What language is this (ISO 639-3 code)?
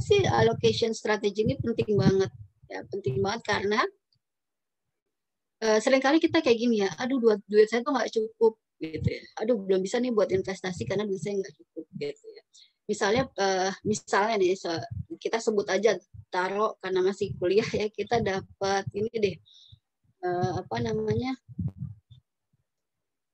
ind